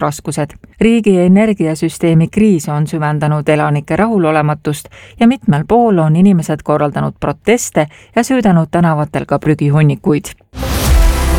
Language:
Estonian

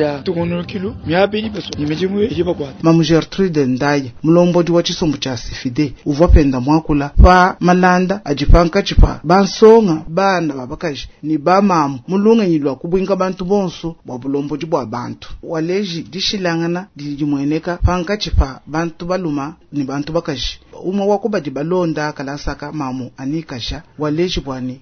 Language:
Luba-Lulua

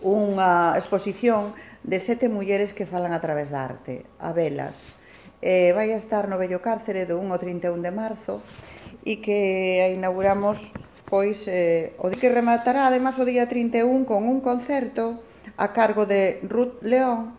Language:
Galician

